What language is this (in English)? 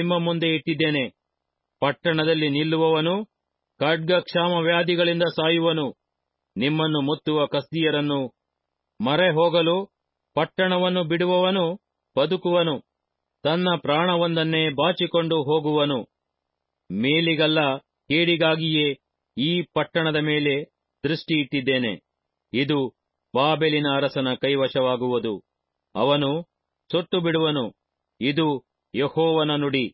Kannada